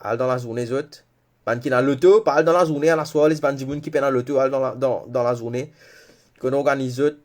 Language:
Morisyen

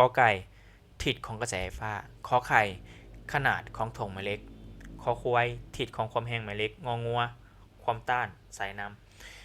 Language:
Lao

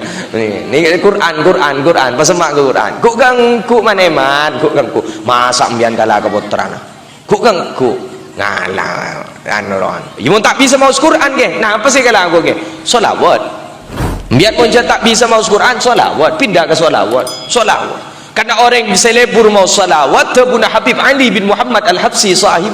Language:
Madurese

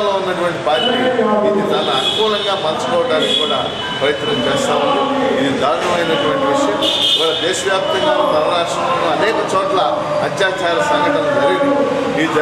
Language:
Telugu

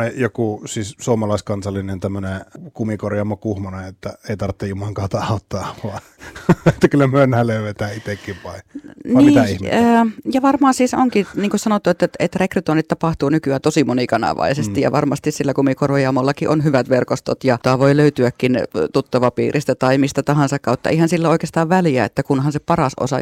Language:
Finnish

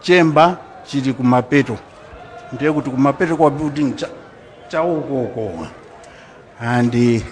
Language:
Nyanja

